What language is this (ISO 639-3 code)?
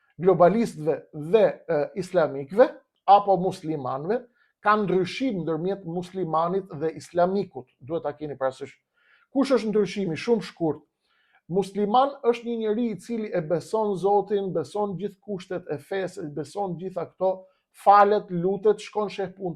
sqi